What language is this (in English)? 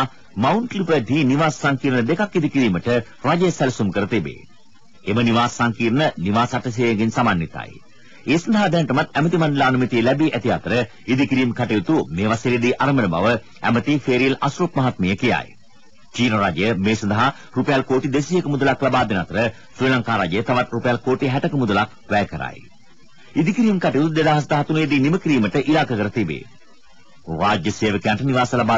Sinhala